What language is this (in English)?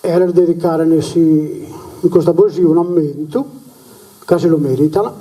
Sardinian